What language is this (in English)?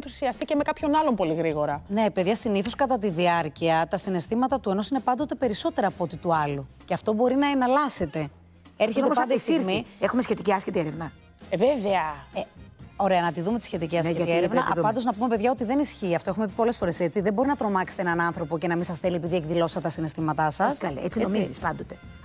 Greek